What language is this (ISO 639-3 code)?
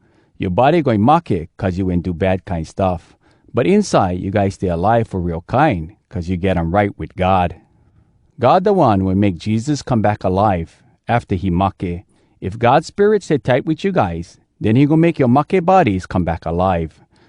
hwc